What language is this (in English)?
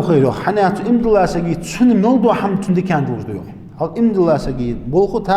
Ingush